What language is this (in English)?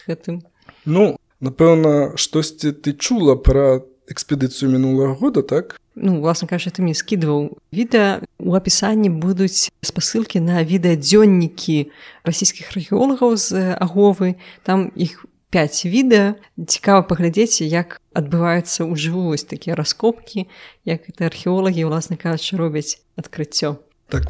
Belarusian